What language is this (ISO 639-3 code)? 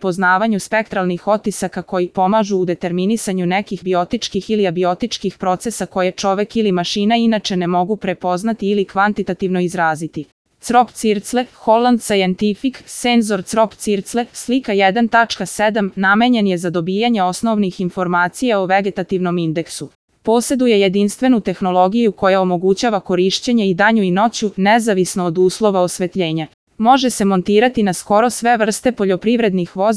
srp